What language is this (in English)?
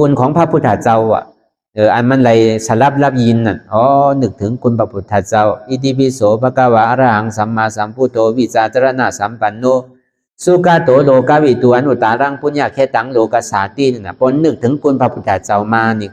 Shan